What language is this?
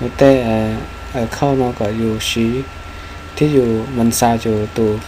Hmong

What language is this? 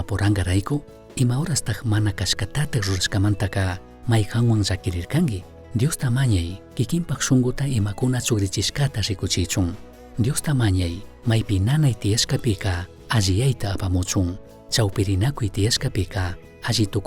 Chimborazo Highland Quichua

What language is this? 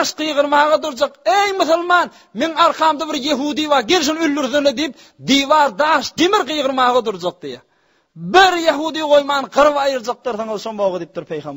Turkmen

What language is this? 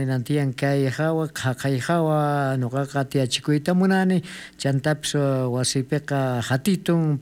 South Bolivian Quechua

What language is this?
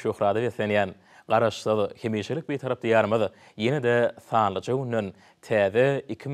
Turkmen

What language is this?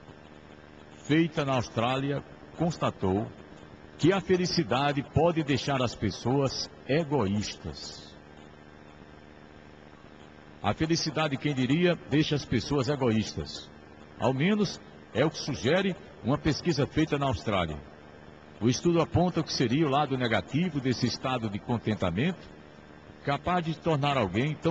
Portuguese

